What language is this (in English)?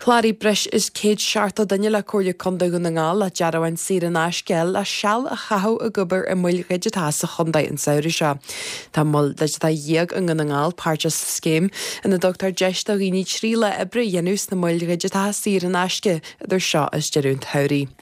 Irish